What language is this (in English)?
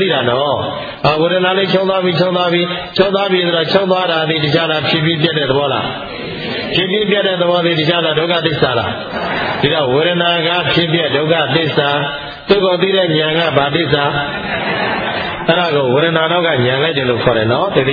Burmese